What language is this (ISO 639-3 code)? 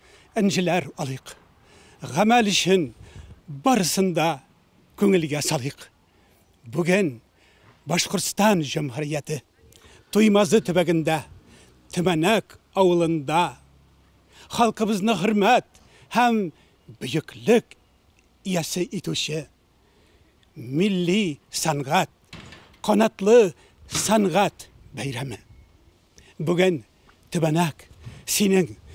tat